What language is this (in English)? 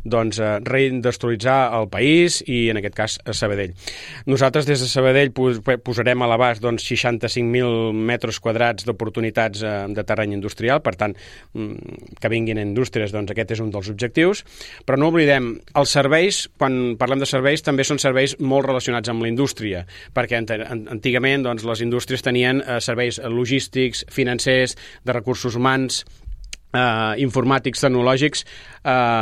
Catalan